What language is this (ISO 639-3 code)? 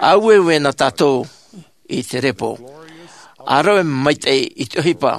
tah